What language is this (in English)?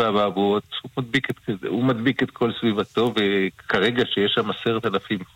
Hebrew